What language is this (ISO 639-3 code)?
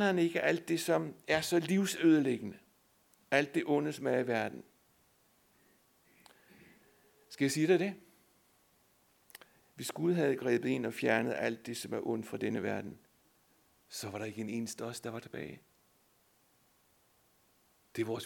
dan